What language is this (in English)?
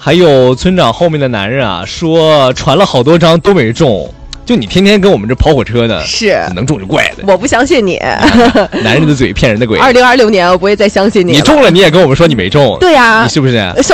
Chinese